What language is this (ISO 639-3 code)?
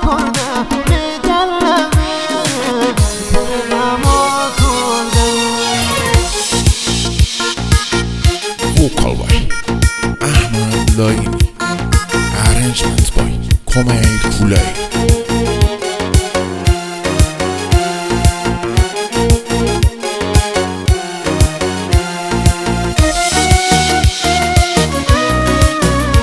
fas